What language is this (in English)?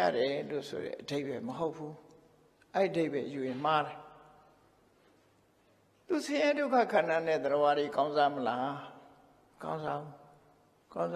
Burmese